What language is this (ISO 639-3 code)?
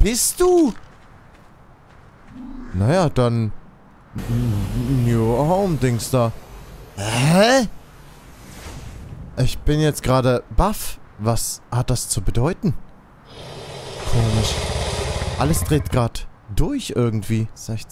deu